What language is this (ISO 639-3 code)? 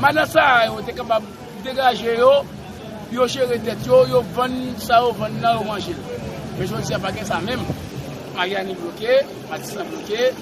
hat